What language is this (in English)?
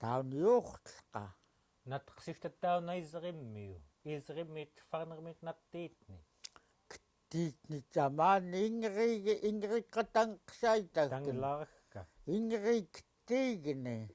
Central Yupik